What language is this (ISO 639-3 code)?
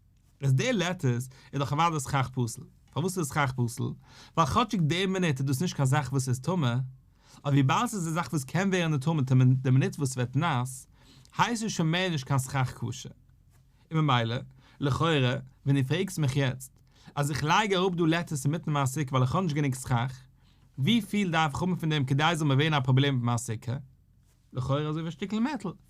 yid